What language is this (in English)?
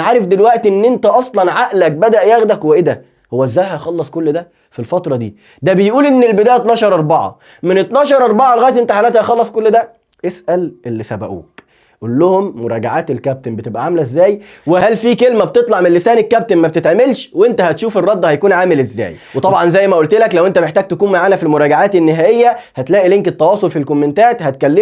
Egyptian Arabic